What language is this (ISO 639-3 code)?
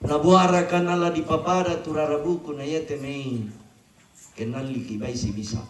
sda